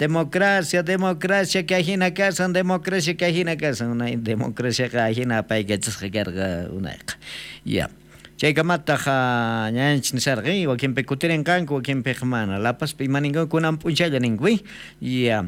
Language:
South Bolivian Quechua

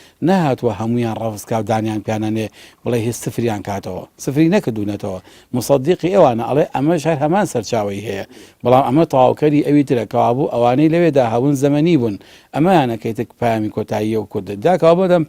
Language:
Central Kurdish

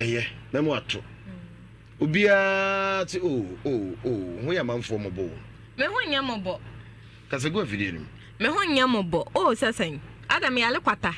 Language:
Akan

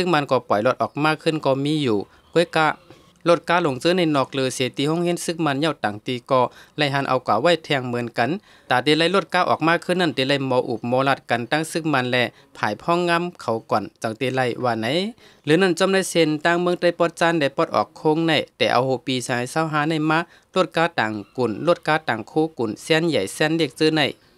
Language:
Shan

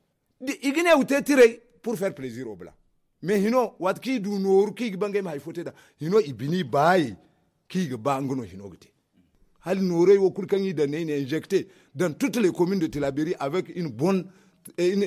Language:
Zarma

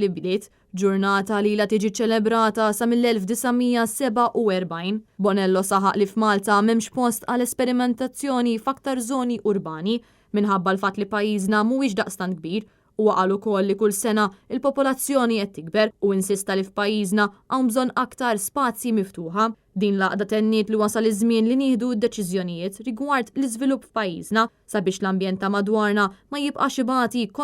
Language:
Maltese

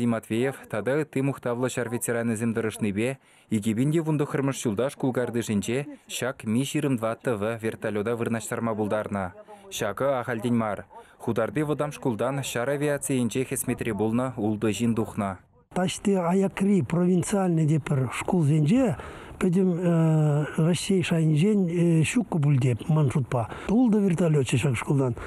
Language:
Chuvash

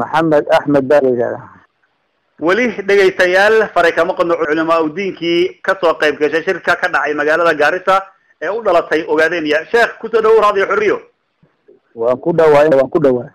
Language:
Somali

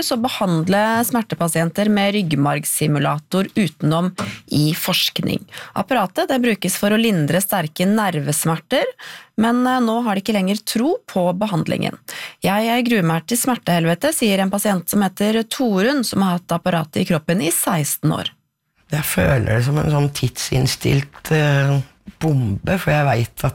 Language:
Norwegian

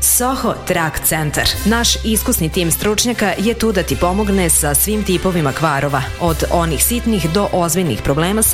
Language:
Serbian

